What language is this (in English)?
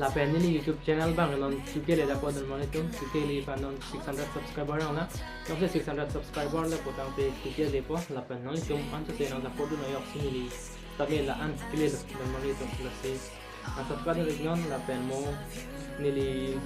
Karbi